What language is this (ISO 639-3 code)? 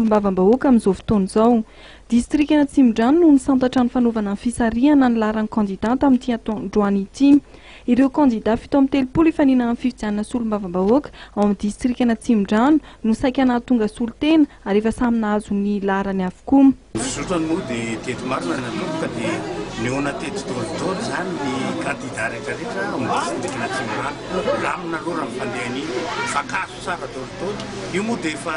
mlg